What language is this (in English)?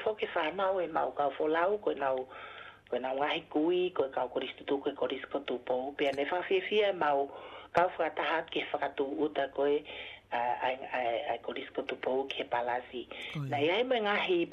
Tongan